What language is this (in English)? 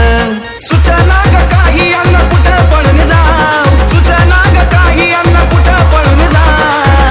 Marathi